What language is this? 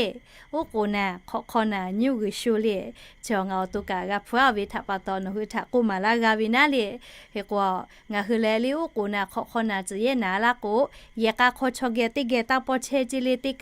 Lahu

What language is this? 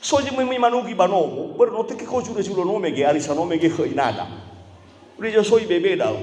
Nias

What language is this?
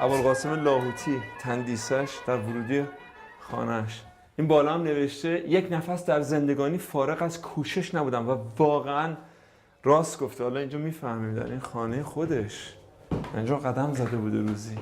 Persian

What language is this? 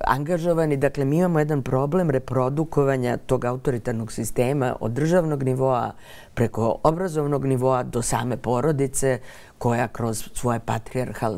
Serbian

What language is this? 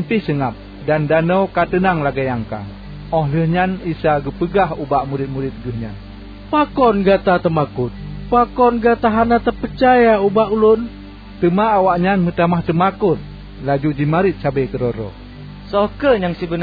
Achinese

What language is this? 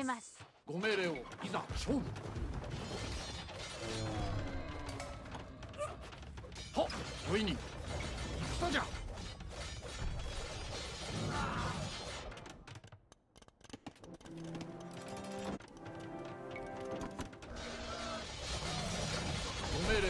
Japanese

